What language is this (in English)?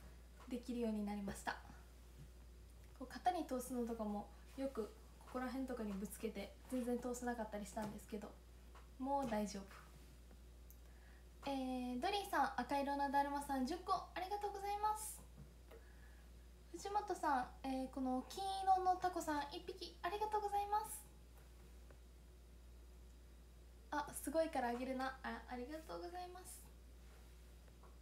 Japanese